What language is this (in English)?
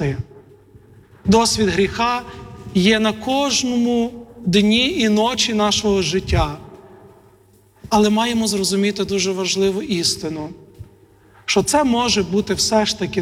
Ukrainian